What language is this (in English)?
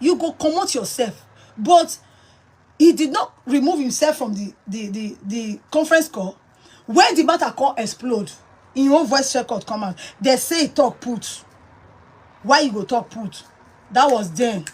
Nigerian Pidgin